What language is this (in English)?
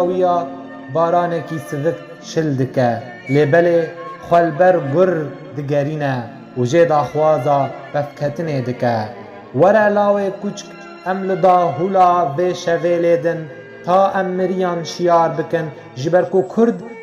Kurdish